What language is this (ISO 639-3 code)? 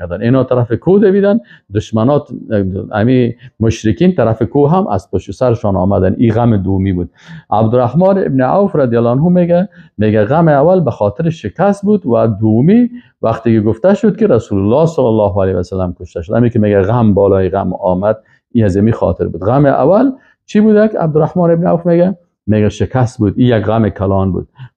fas